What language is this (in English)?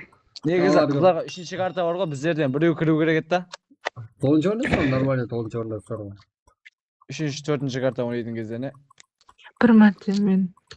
Kara-Kalpak